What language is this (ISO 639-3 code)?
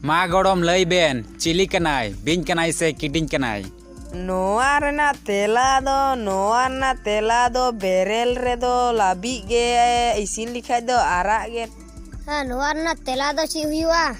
sat